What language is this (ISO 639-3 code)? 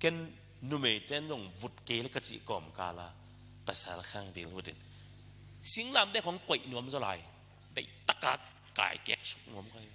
ctd